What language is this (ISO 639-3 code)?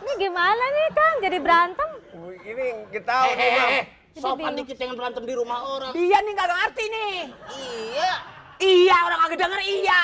bew